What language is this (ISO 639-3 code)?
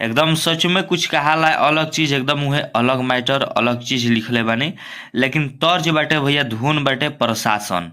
bho